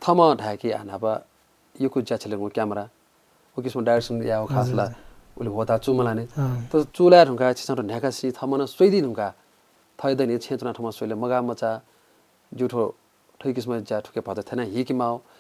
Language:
Newari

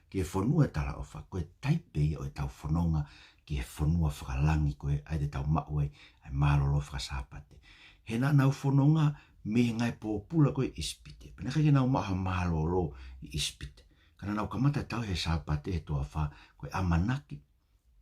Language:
Tongan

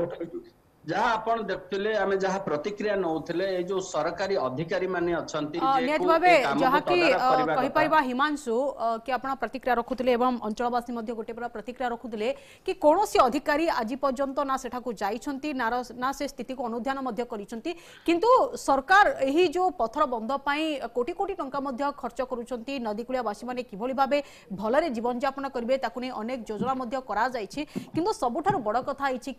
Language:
Odia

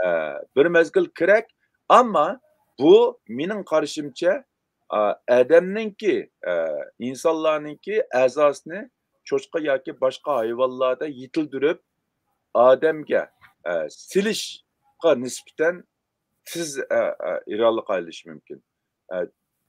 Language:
Uyghur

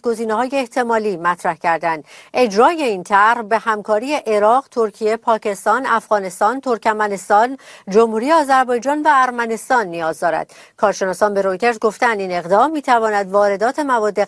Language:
Persian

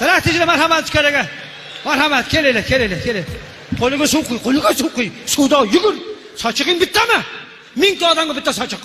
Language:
Uzbek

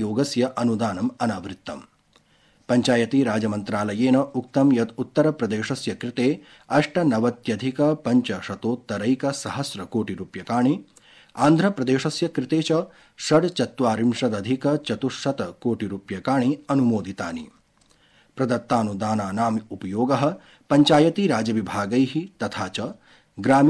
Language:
Sanskrit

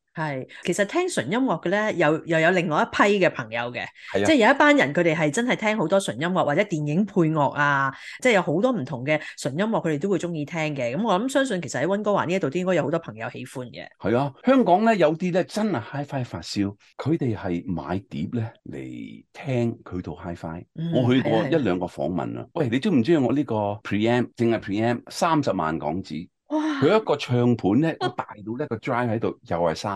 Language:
Cantonese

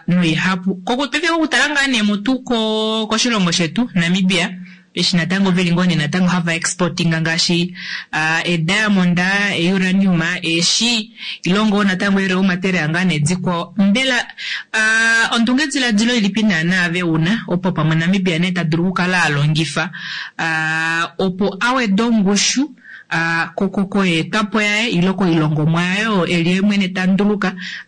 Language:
Kuanyama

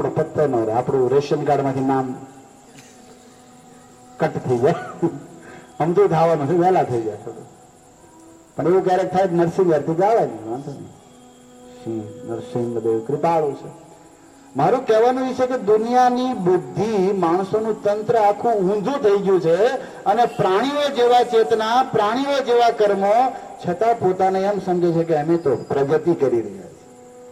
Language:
Gujarati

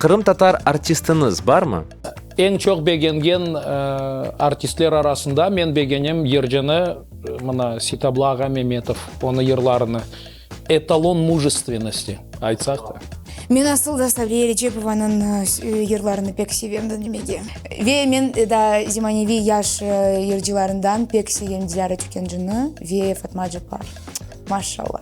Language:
Crimean Tatar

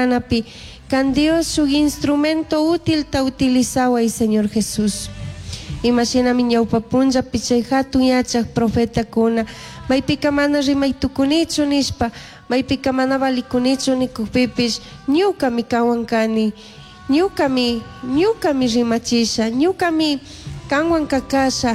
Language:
Chimborazo Highland Quichua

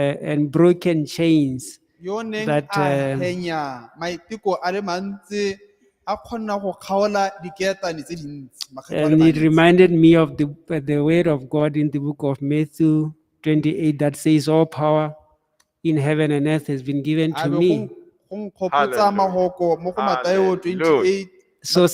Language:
Tswana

